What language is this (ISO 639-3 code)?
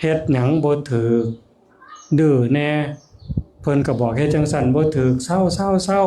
tts